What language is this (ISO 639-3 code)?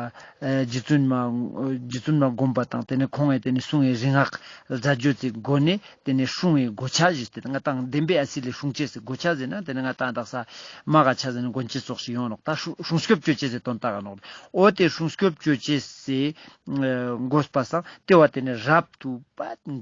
lbj